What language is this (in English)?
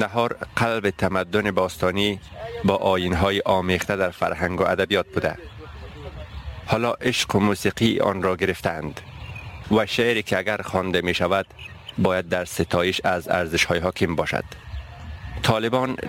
Persian